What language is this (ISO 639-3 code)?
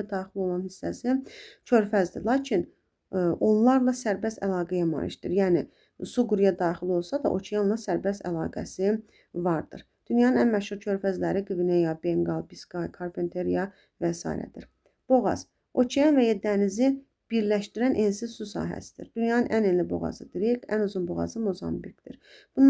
aze